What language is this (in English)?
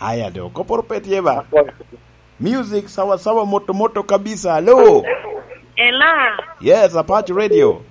Lango (Uganda)